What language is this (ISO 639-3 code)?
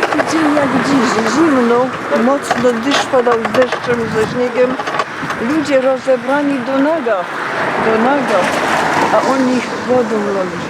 szl